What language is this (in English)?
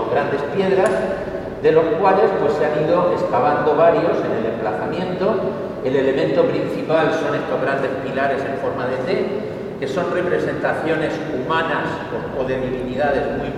Spanish